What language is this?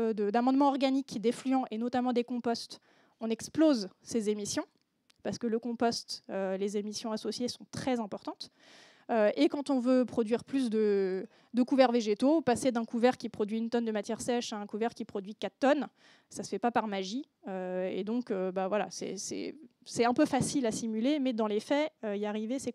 French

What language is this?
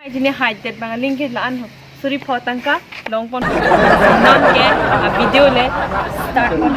Karbi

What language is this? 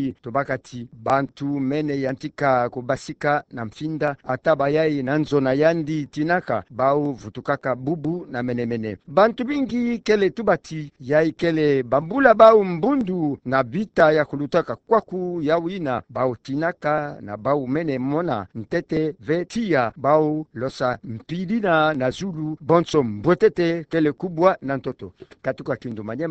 Kituba (Democratic Republic of Congo)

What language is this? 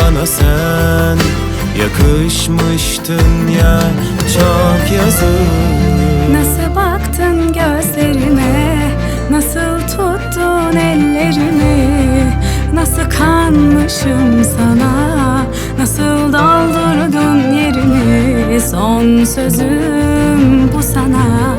Turkish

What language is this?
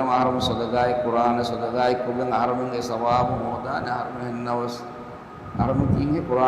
Divehi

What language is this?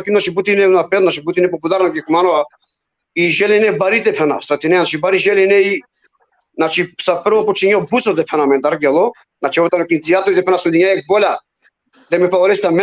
Balkan Romani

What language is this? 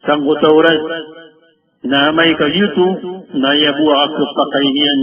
Maranao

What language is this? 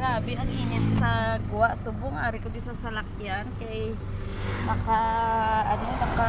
Hiligaynon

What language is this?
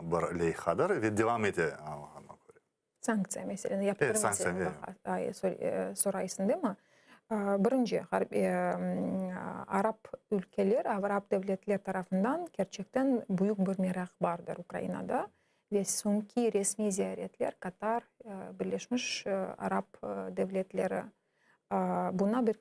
Crimean Tatar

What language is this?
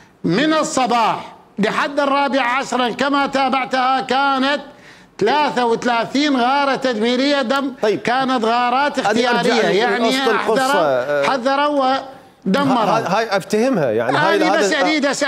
Mesopotamian Arabic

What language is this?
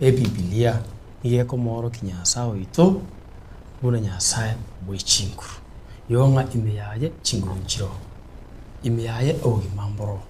Gusii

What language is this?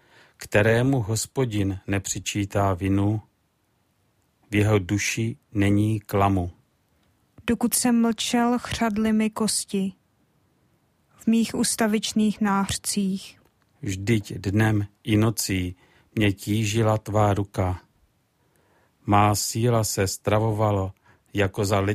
Czech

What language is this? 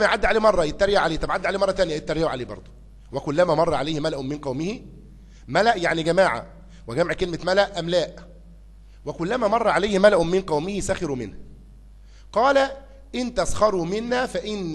Egyptian Arabic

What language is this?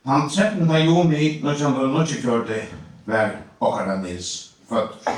Faroese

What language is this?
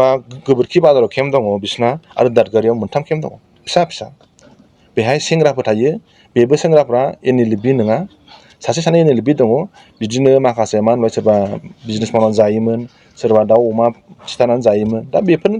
Bodo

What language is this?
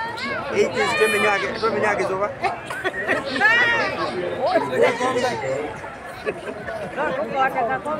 Swahili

